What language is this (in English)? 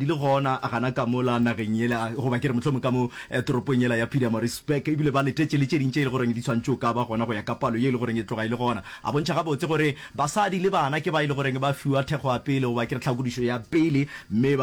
Northern Sotho